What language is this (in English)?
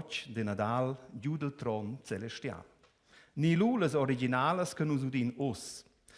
Romansh